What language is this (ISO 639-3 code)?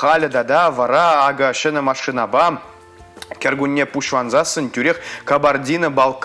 chv